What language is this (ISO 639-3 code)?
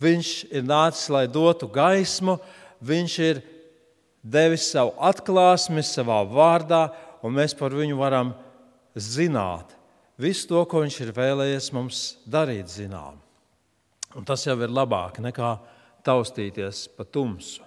lav